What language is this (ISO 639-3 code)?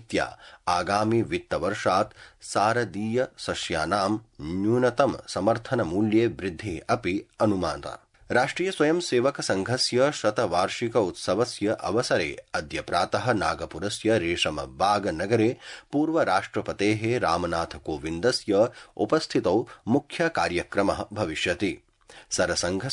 san